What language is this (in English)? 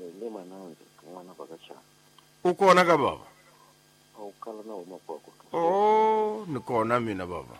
Tsonga